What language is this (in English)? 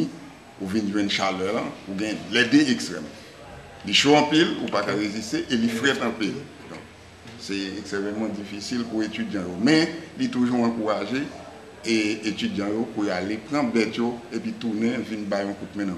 Haitian Creole